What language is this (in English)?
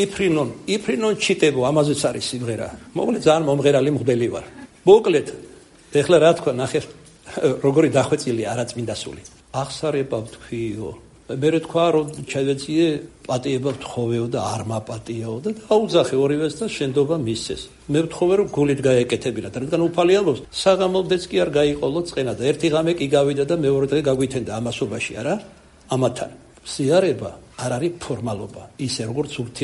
Georgian